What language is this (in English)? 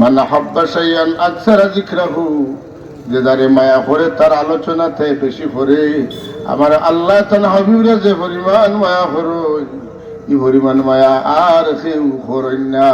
Sylheti